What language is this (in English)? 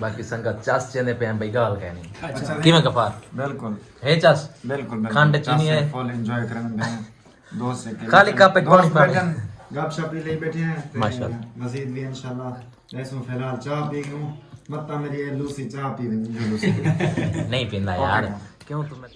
Saraiki